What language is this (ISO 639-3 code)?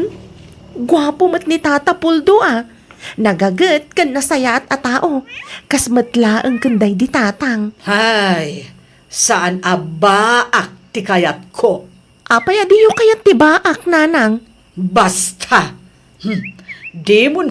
ilo